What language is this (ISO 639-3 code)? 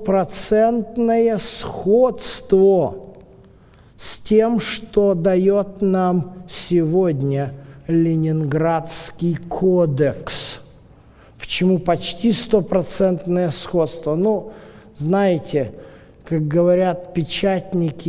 rus